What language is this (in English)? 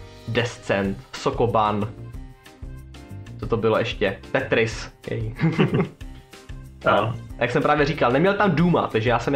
Czech